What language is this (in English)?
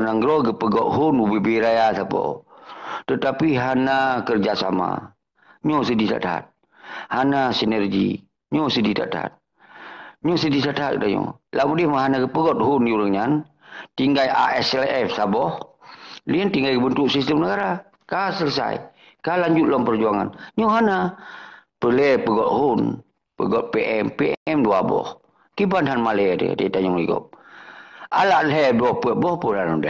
Achinese